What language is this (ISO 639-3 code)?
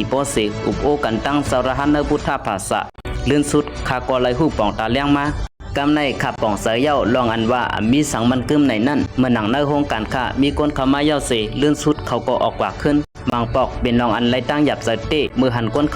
shn